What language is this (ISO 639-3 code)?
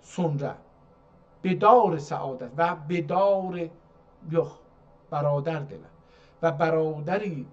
azb